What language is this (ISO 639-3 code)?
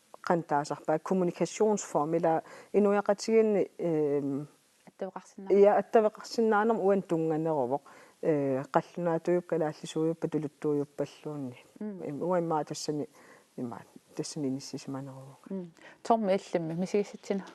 kal